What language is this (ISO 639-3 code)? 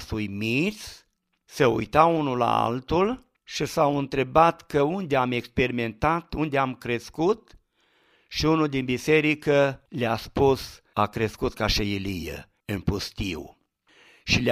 ron